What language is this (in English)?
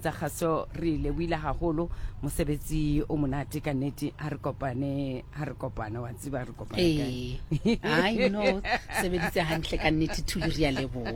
Southern Sotho